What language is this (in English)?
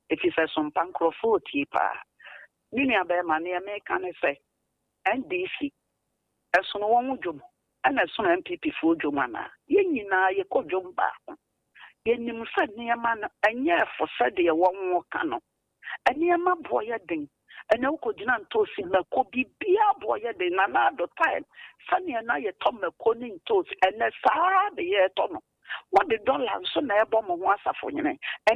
Akan